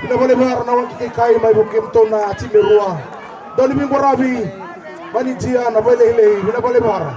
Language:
Fijian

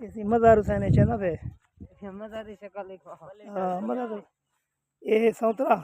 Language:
Saraiki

